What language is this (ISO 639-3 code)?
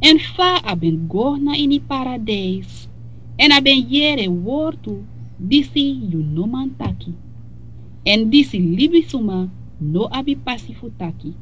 srn